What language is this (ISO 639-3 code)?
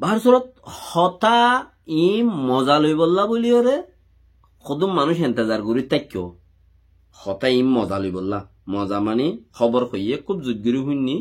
rhg